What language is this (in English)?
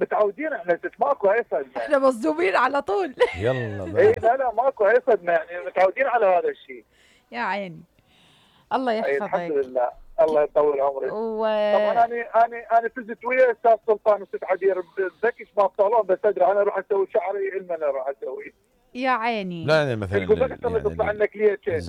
Mesopotamian Arabic